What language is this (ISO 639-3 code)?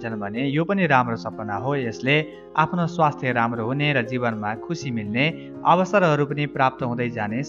nep